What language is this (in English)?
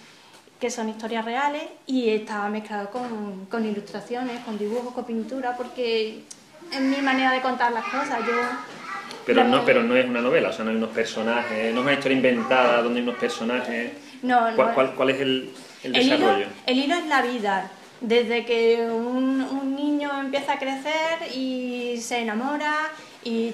Spanish